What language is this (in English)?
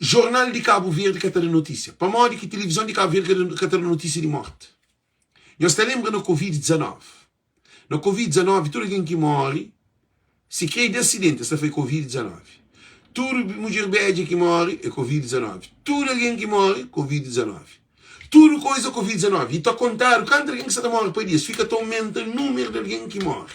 Kabuverdianu